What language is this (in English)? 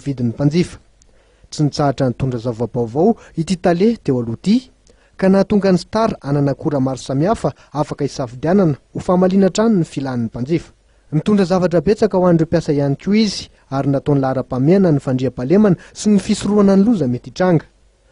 Malagasy